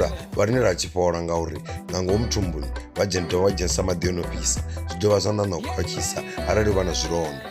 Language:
Venda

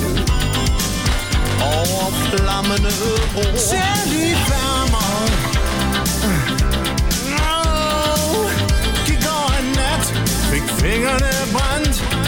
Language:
Danish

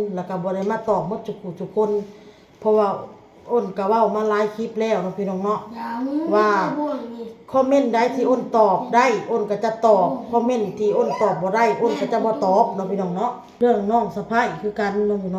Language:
Lao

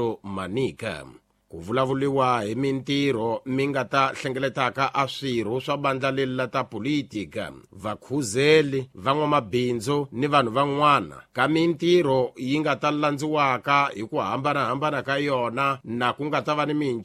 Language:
Tsonga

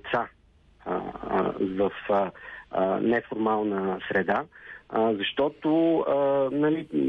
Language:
Bulgarian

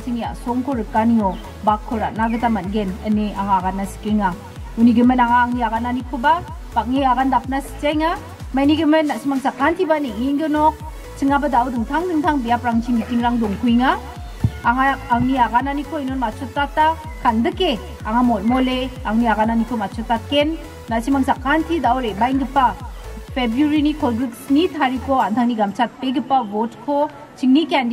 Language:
Garo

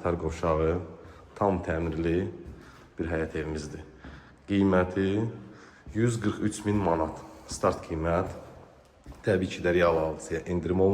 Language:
Azerbaijani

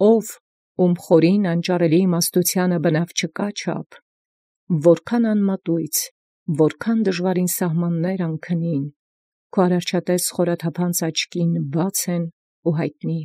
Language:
Armenian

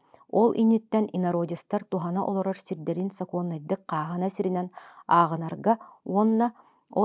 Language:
Yakut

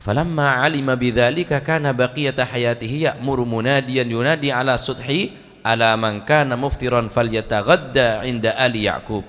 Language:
Madurese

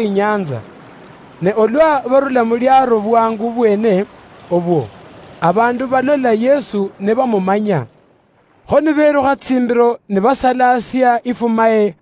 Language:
Luyia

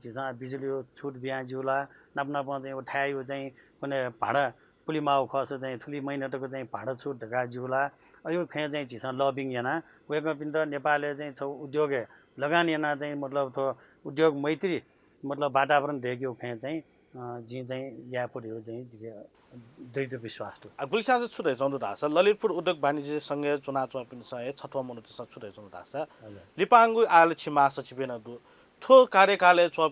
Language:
Newari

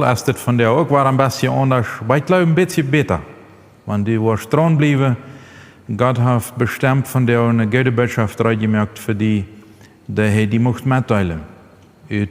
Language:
Plautdietsch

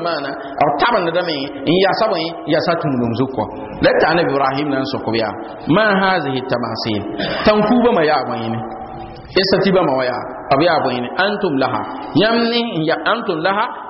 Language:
Mossi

